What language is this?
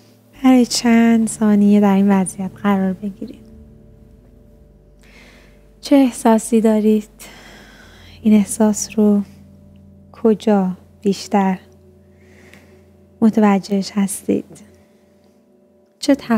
Persian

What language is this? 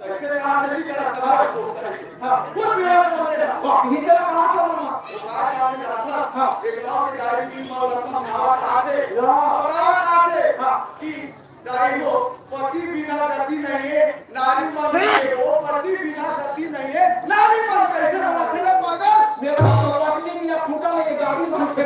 Chhattisgarhi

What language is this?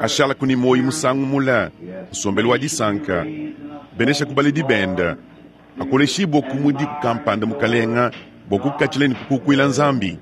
Luba-Lulua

